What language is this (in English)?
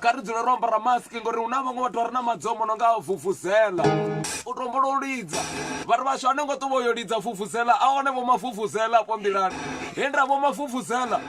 Venda